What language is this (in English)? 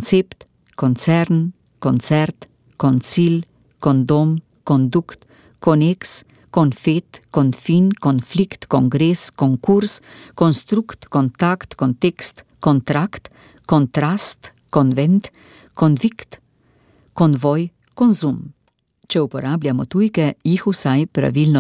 Slovenian